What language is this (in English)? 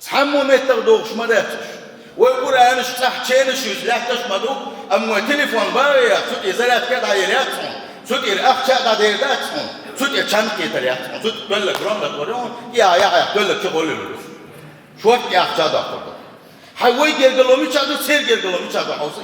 Chechen